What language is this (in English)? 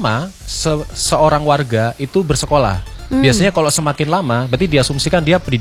Indonesian